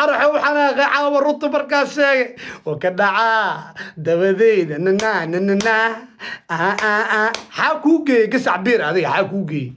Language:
Somali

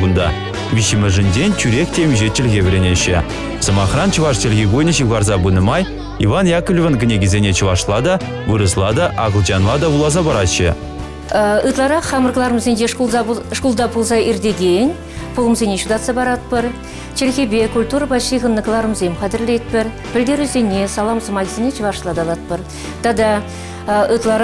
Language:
Chuvash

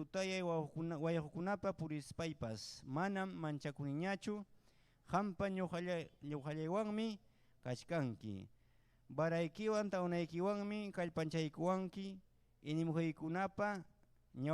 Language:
Ayacucho Quechua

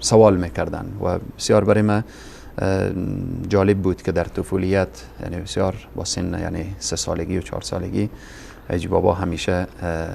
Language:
Persian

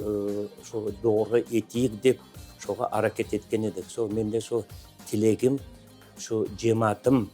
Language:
Crimean Tatar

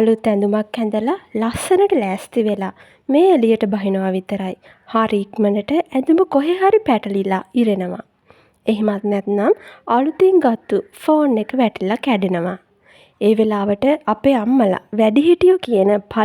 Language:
Sinhala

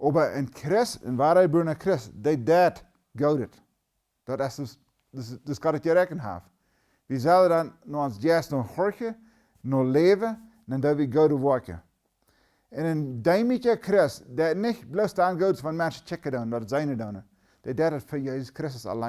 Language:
Plautdietsch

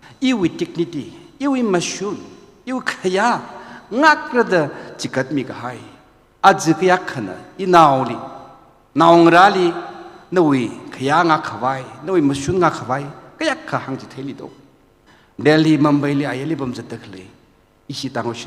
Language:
Tangkhul Naga (India)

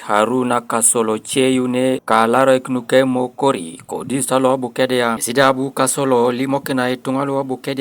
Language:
Teso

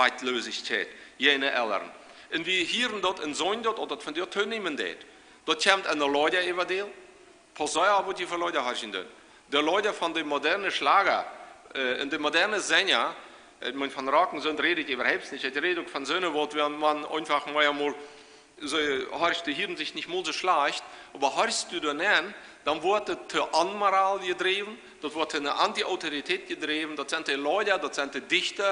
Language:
Plautdietsch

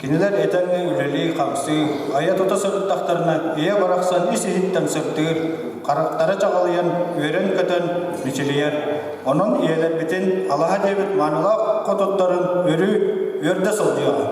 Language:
Yakut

